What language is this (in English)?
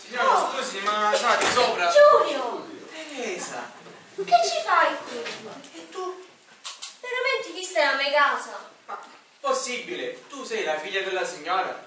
Sicilian